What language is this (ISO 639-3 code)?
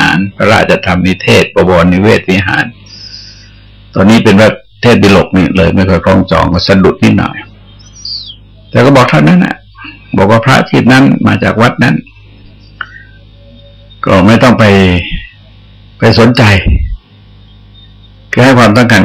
tha